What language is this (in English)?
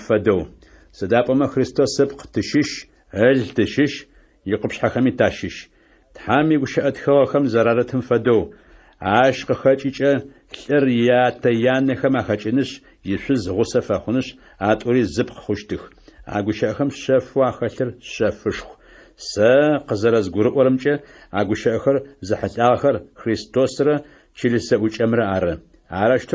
Adyghe